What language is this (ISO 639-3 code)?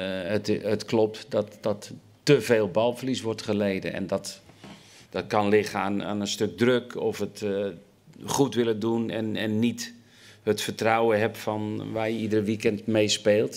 nld